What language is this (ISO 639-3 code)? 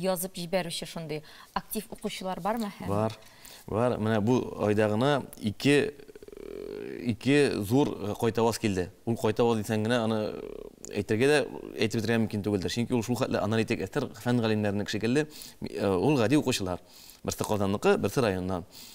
tat